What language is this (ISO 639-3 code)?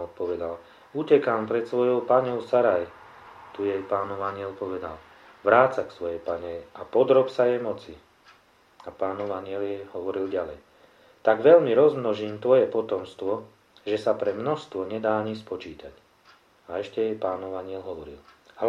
slk